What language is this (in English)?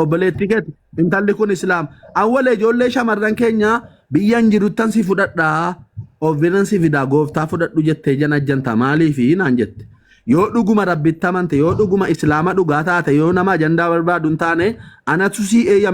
Oromo